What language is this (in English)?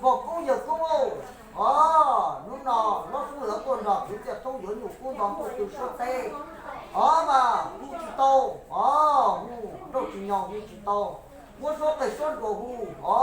Hmong